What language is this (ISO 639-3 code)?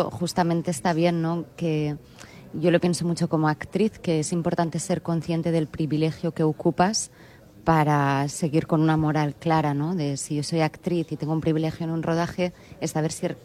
spa